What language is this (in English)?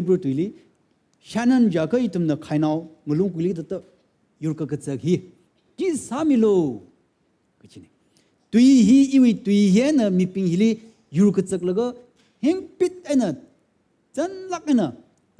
Tangkhul Naga (India)